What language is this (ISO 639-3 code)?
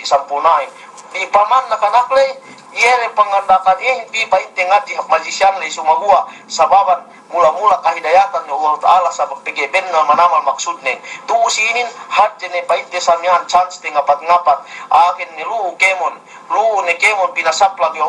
yka